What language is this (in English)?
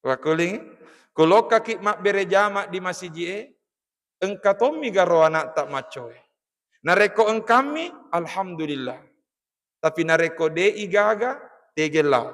Buginese